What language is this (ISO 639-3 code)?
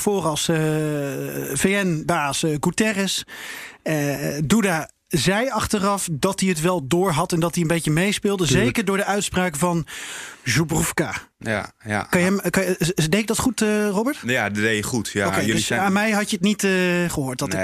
nld